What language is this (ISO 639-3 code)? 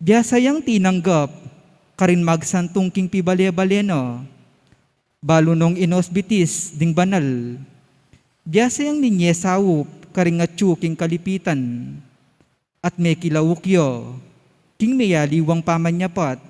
pam